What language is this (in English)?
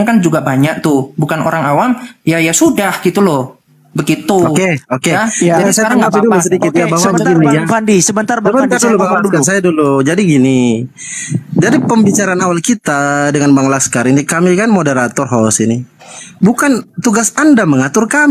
Indonesian